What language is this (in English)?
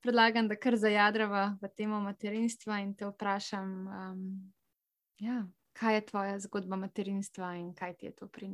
Slovenian